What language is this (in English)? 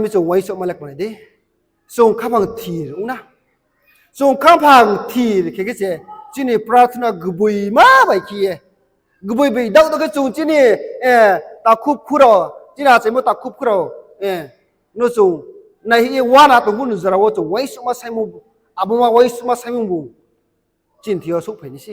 Riang (India)